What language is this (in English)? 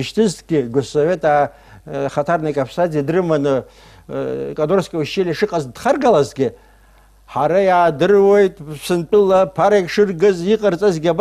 Abkhazian